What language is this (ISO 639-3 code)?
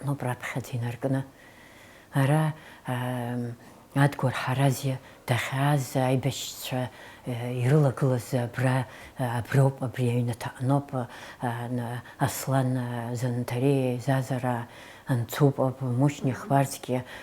abk